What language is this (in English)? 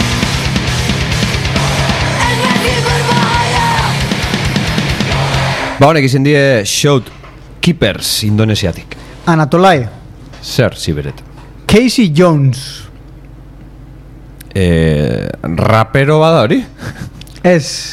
Basque